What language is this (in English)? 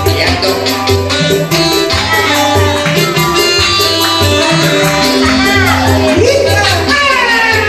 Indonesian